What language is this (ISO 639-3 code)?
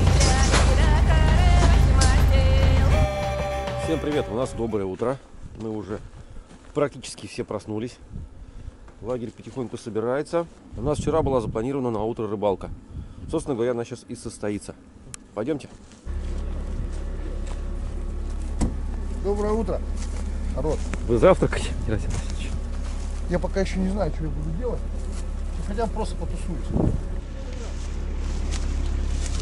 rus